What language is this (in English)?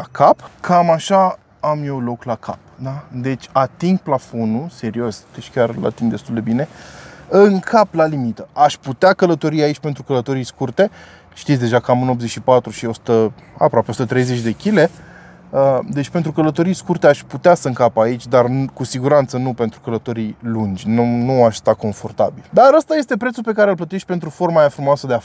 Romanian